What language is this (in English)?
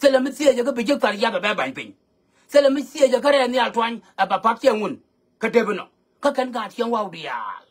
Nuer